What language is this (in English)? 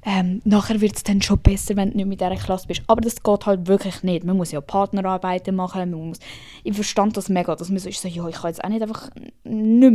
Swiss German